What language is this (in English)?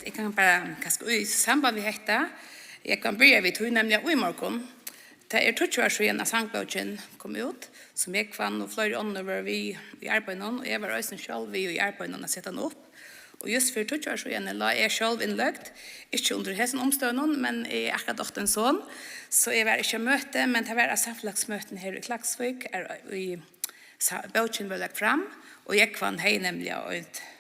Faroese